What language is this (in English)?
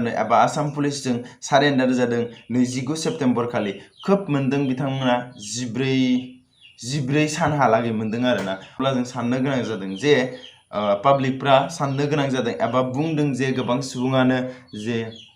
Bodo